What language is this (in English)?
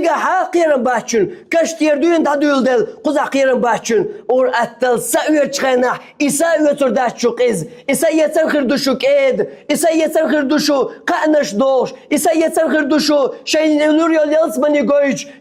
Chechen